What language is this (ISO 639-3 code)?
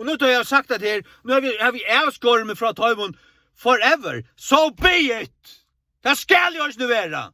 fao